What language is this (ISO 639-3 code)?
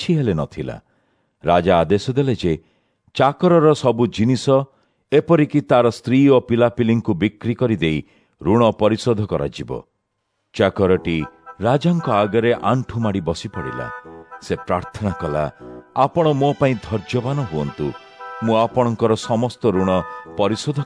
ori